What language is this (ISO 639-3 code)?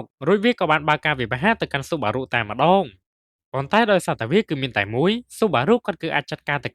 khm